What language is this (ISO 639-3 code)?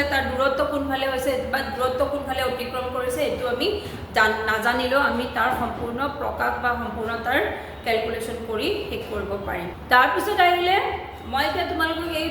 asm